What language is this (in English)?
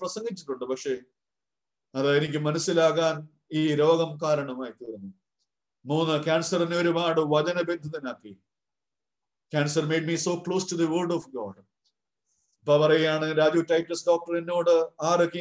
Malayalam